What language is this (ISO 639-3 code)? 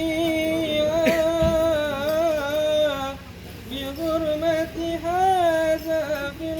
bew